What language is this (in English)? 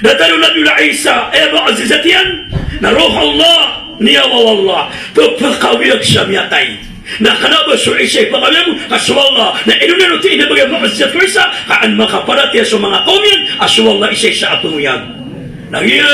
Maranao